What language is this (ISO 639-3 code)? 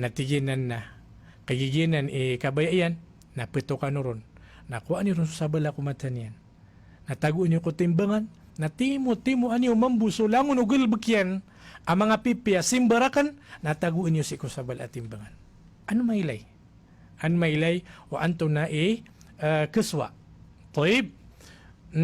mrw